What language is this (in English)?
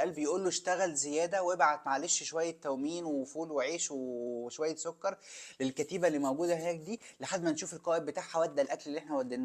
Egyptian Arabic